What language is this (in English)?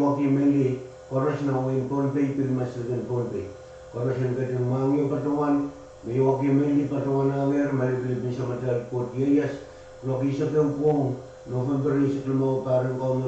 Pohnpeian